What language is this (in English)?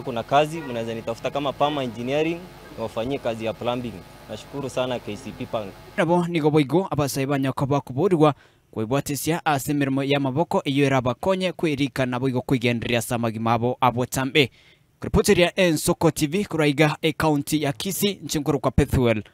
Gusii